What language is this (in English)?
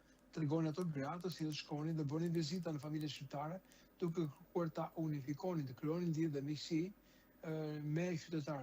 Albanian